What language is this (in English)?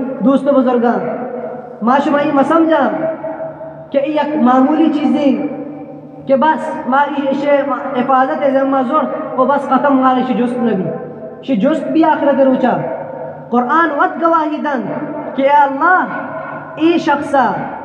Eastern Balochi